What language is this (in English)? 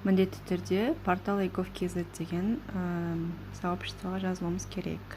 Kazakh